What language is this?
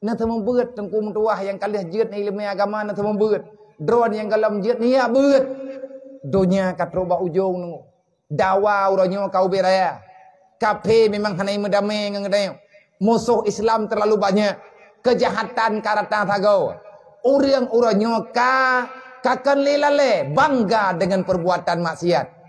Achinese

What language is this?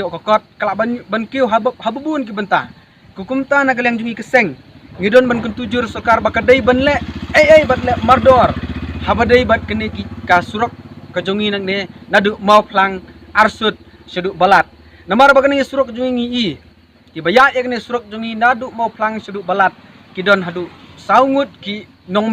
Khasi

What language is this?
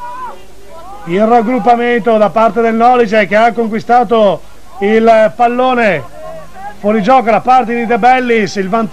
Italian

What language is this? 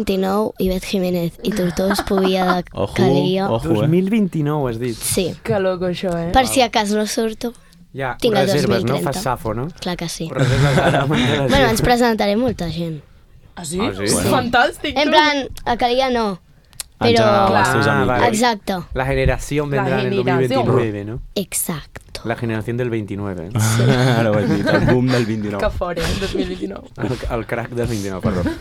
Catalan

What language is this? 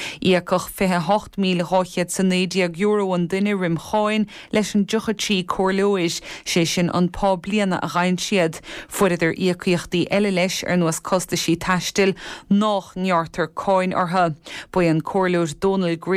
Irish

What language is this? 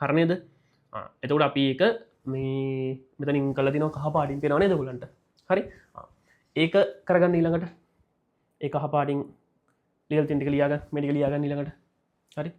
Sinhala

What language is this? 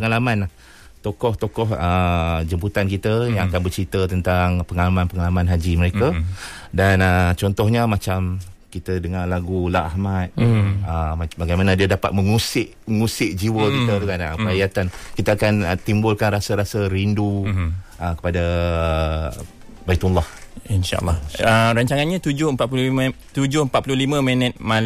Malay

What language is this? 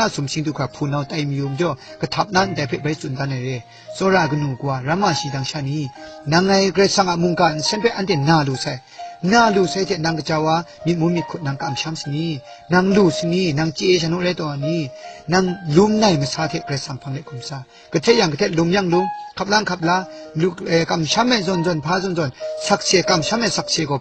Kachin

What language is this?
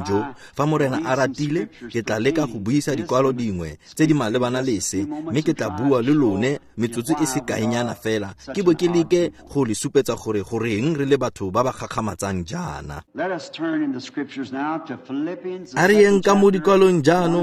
Tswana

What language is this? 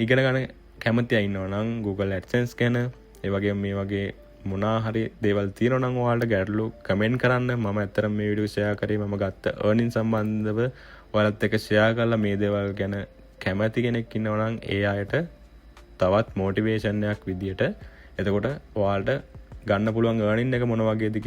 Sinhala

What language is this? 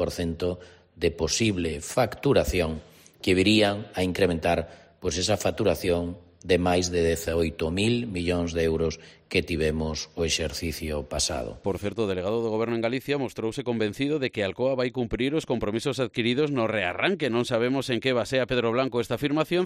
Galician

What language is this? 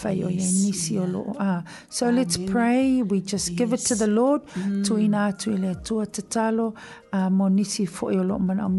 Samoan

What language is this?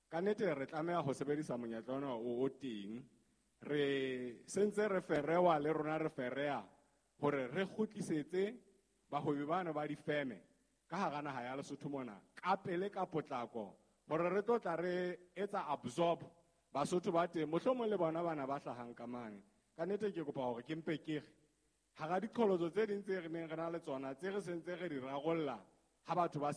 Southern Sotho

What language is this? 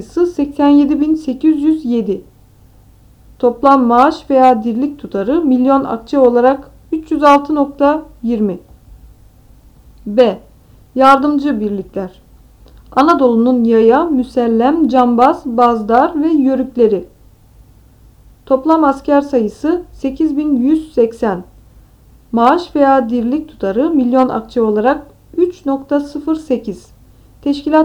Turkish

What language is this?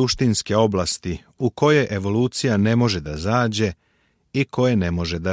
Serbian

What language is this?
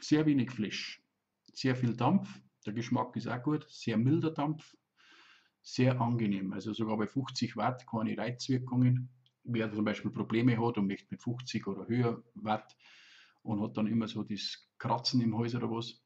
Bavarian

